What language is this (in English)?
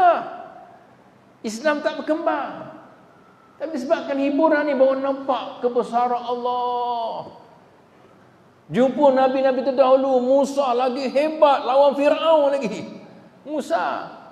Malay